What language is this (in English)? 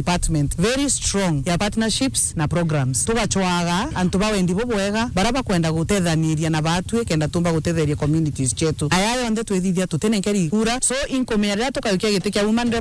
Meru